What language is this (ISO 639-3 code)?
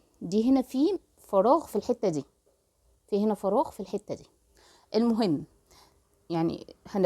arz